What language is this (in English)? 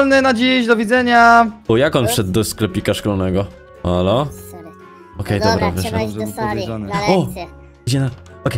Polish